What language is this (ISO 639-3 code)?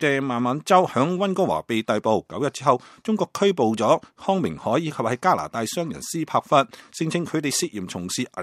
yue